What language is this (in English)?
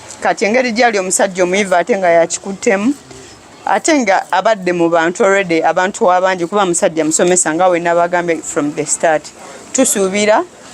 Ganda